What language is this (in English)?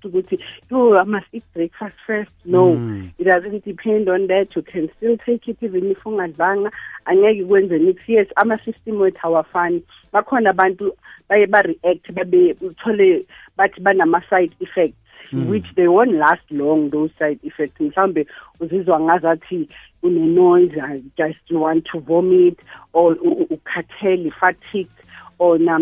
South Ndebele